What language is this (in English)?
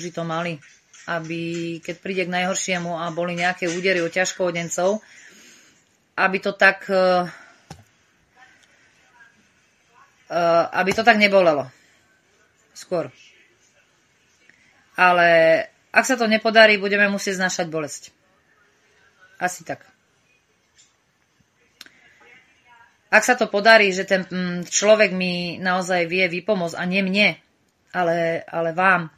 Slovak